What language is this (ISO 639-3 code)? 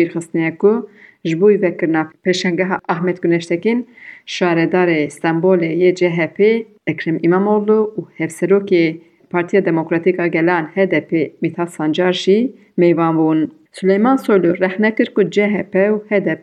kur